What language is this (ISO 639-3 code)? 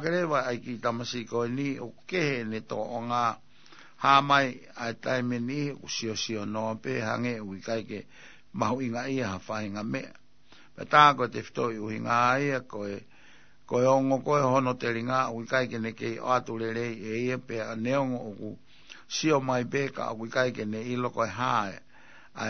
ton